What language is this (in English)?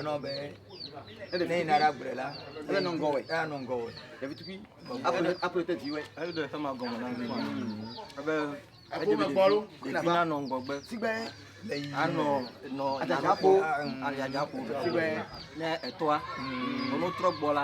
Ewe